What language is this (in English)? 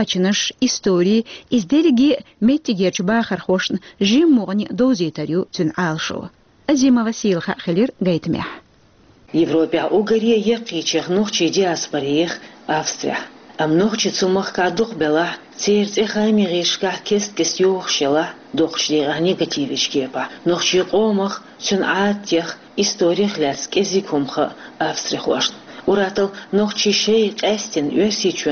Chechen